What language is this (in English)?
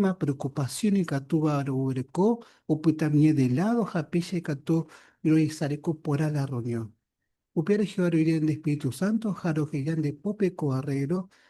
Guarani